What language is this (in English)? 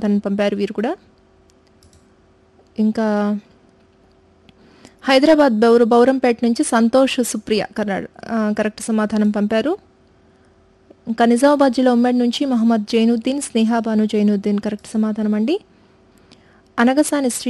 Telugu